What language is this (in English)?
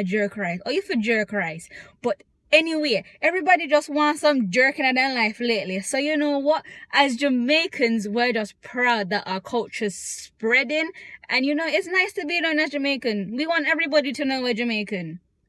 Jamaican Creole English